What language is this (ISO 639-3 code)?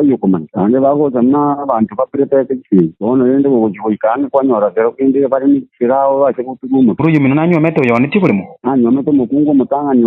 guz